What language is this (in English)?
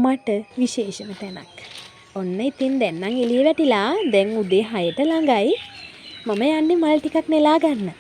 Sinhala